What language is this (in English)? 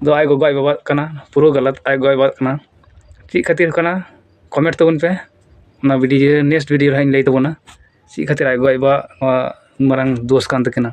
Santali